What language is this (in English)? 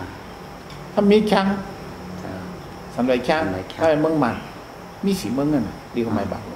Shan